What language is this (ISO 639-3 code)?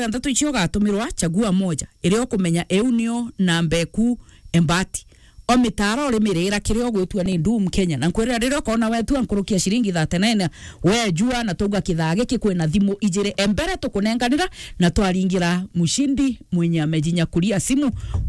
mer